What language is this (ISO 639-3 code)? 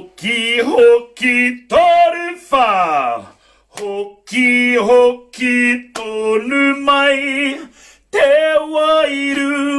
mri